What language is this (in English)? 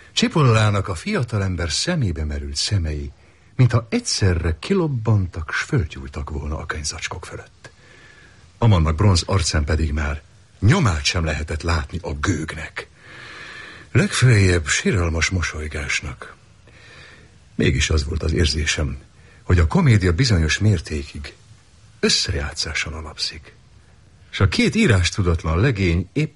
Hungarian